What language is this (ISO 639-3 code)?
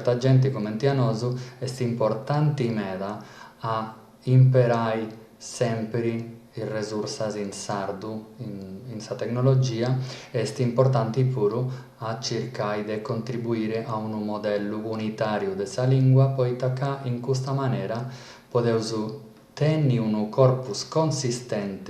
srd